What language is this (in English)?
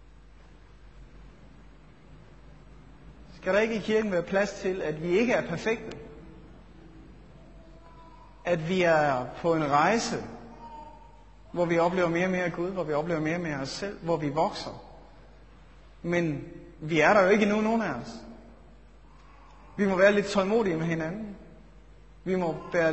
Danish